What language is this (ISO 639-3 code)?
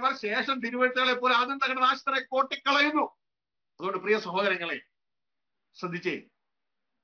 mal